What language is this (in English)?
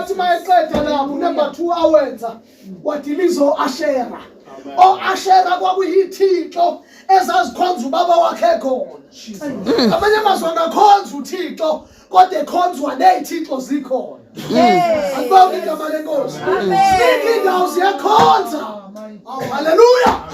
Zulu